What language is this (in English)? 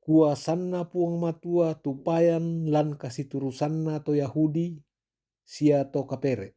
Toraja-Sa'dan